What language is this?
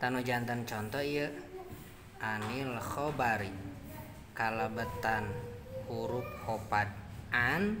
Sundanese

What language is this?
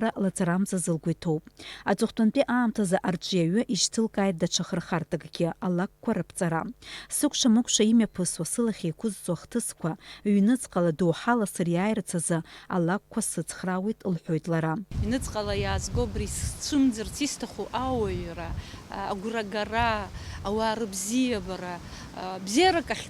Abkhazian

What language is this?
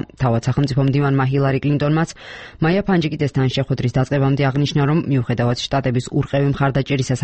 Georgian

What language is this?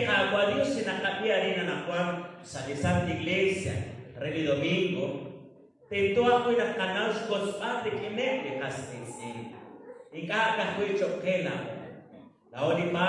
Kekchí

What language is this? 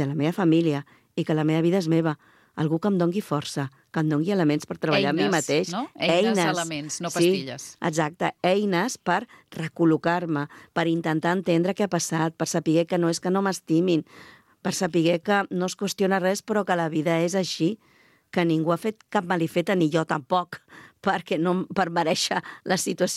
Catalan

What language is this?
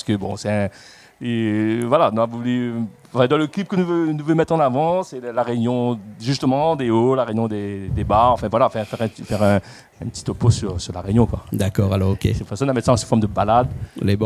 Réunion Creole French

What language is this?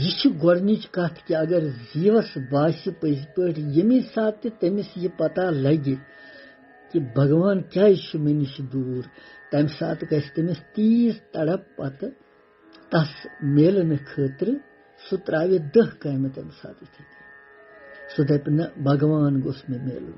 Kashmiri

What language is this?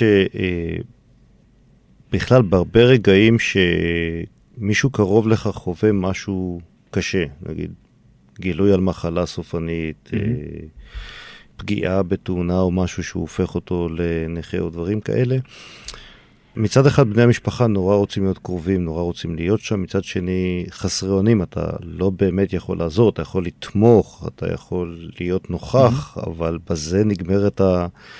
Hebrew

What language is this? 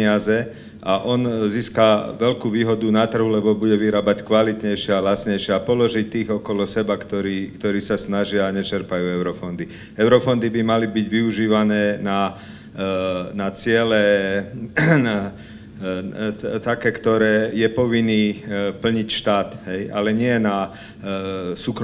Slovak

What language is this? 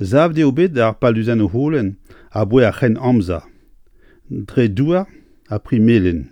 Breton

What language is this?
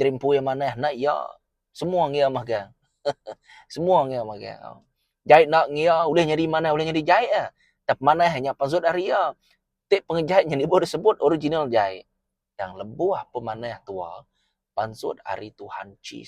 Iban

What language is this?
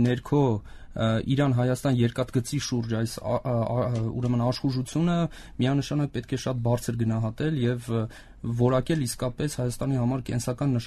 Armenian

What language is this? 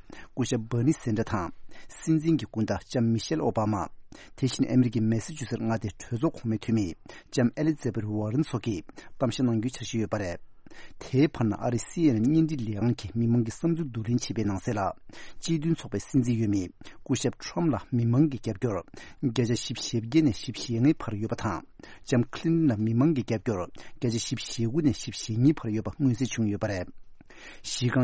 Tibetan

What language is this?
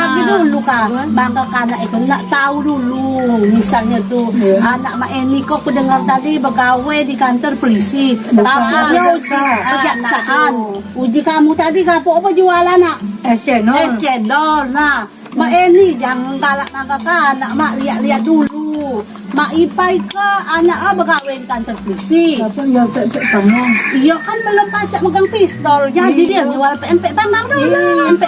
Musi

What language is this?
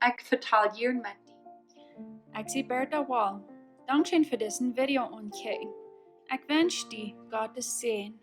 Plautdietsch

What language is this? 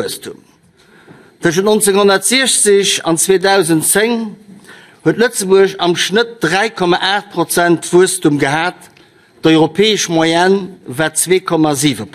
Luxembourgish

